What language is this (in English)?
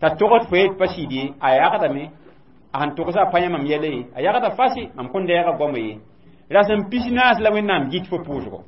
Mossi